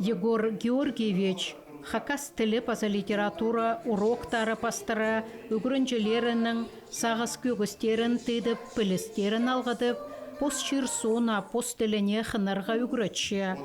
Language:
Khakas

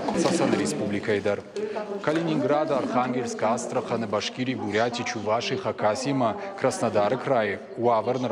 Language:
Ossetic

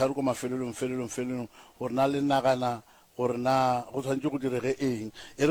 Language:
Northern Sotho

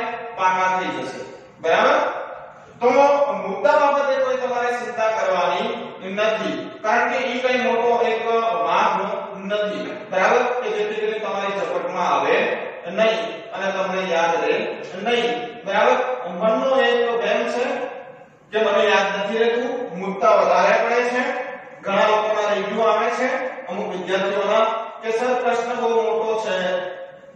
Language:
Gujarati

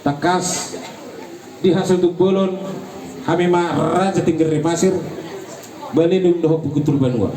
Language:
Batak Toba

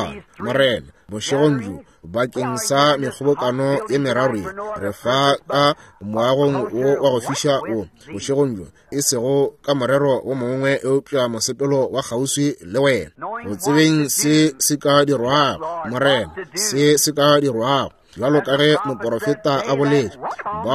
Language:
Northern Sotho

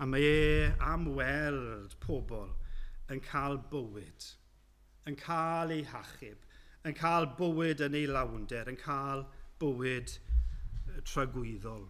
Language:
Welsh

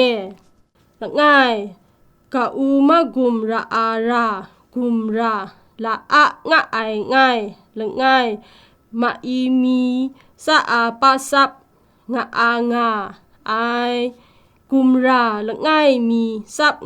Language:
Kachin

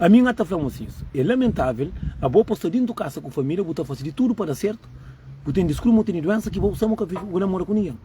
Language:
Kabuverdianu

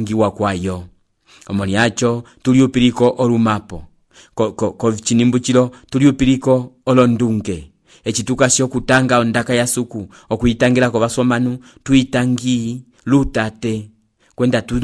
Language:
Umbundu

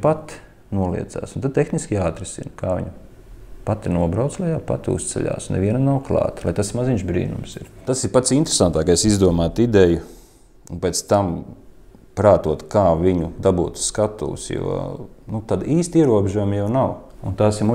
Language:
Latvian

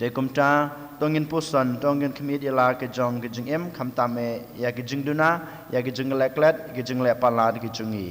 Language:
Khasi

